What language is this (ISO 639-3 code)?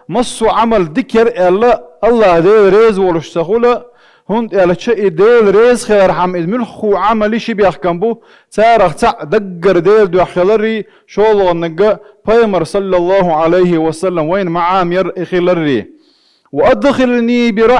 che